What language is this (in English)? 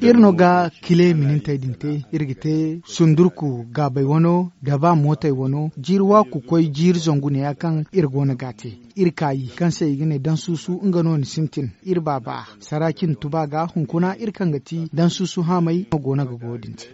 Zarma